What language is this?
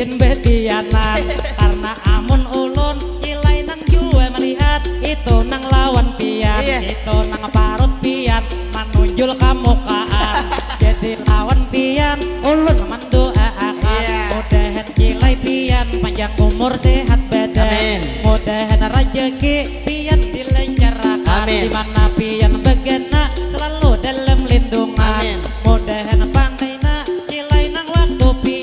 Banjar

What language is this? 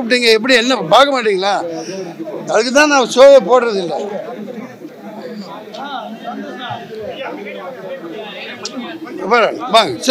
Tamil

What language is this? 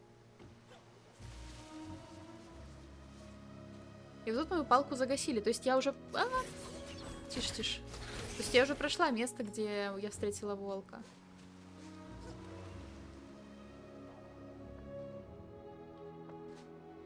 Russian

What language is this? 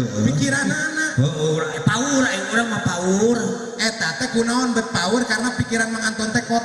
Sundanese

